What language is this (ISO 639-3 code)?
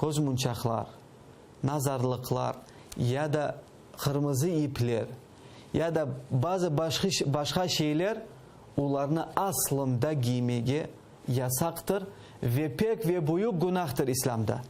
crh